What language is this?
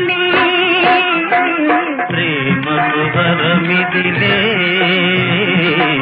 Telugu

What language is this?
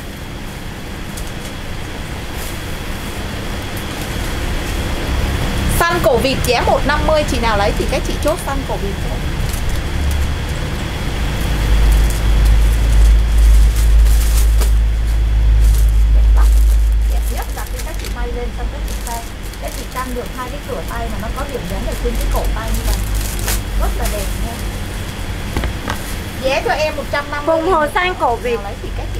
Vietnamese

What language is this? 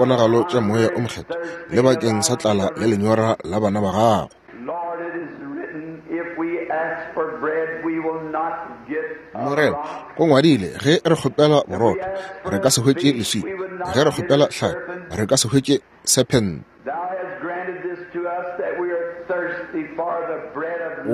Northern Sotho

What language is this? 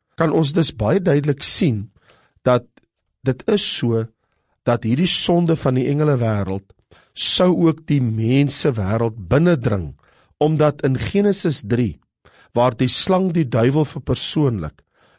Afrikaans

